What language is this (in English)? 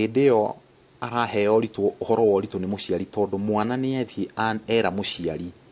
Kikuyu